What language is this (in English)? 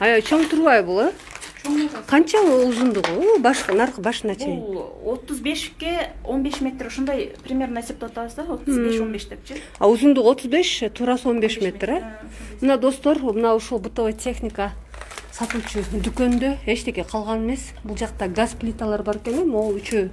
Kyrgyz